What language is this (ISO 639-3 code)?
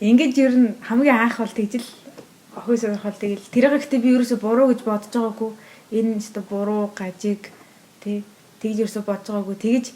mon